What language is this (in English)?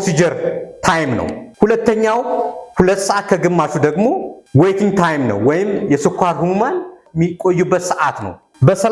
Amharic